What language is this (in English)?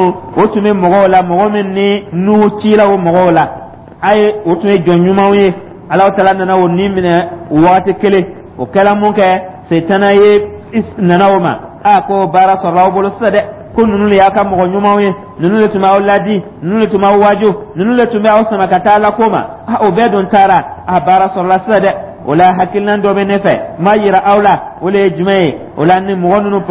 Dyula